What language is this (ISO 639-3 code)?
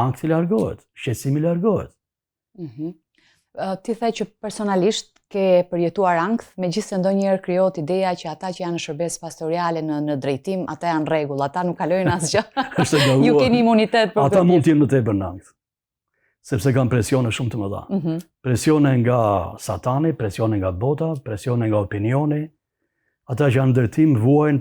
sqi